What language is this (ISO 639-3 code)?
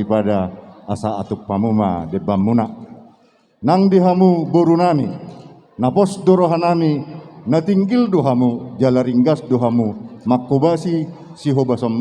bbc